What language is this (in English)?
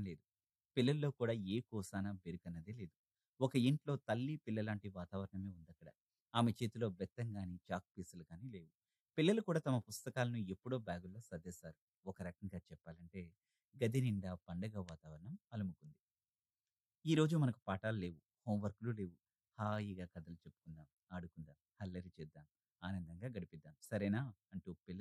Telugu